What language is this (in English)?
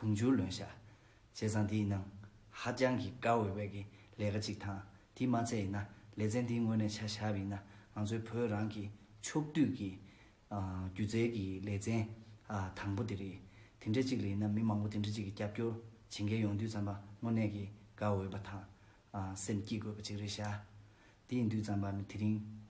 Tibetan